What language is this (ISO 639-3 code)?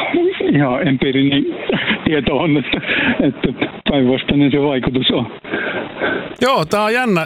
fin